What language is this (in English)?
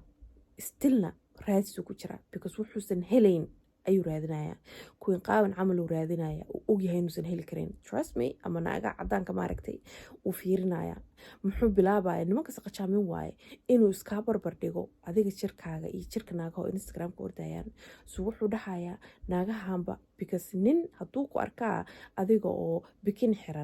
Somali